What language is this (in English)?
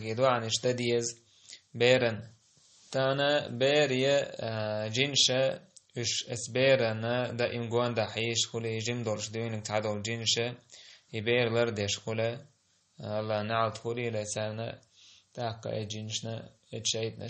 Chechen